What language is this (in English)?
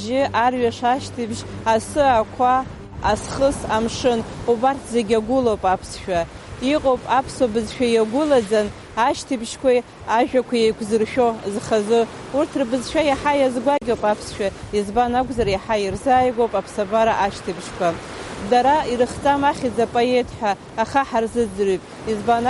Abkhazian